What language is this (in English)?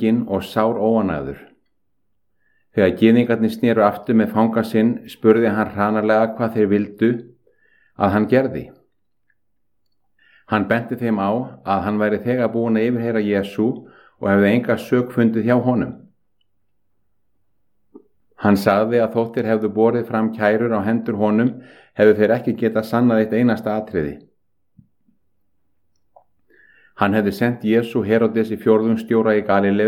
Icelandic